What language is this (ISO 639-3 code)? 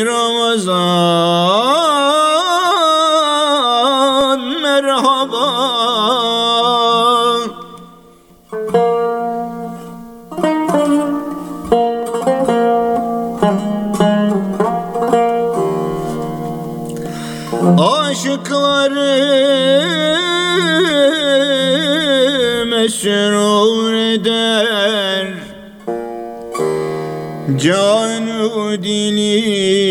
tur